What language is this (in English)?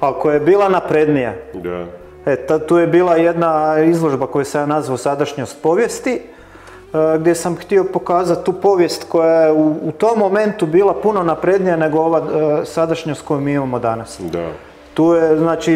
Croatian